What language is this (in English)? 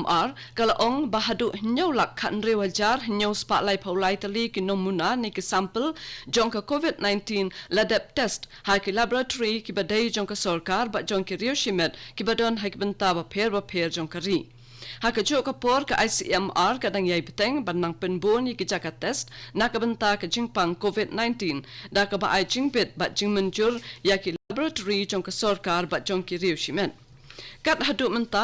Khasi